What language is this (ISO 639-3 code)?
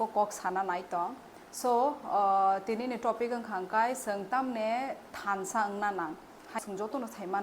trp